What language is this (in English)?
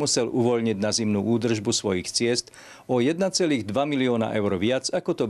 Slovak